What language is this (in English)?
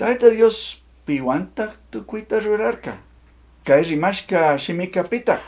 Chimborazo Highland Quichua